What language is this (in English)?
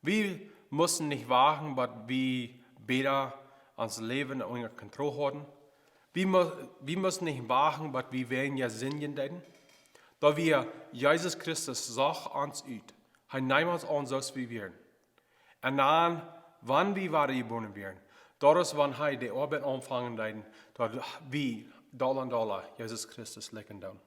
Plautdietsch